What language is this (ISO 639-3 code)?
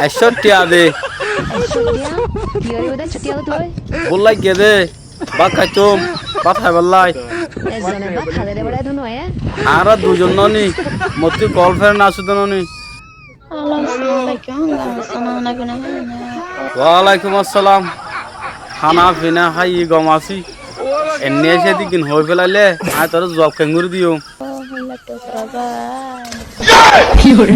rhg